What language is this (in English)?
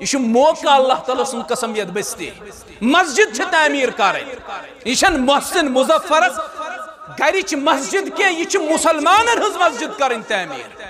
Kashmiri